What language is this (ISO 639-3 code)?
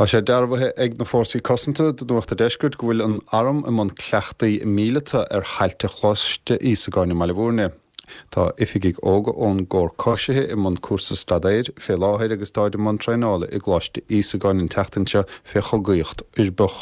gle